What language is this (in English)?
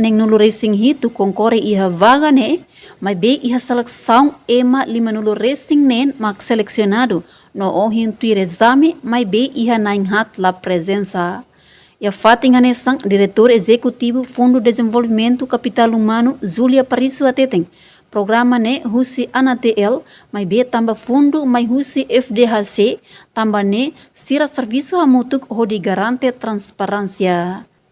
Tetum